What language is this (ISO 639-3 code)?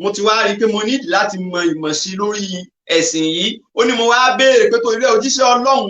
yor